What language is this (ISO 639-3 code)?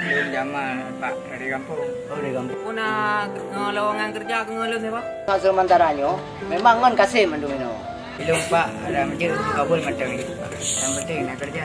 ace